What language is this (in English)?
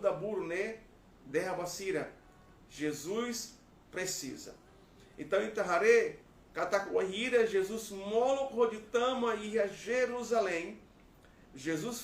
Tetum